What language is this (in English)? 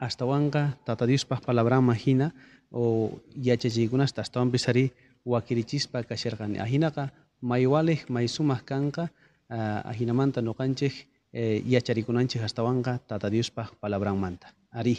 South Bolivian Quechua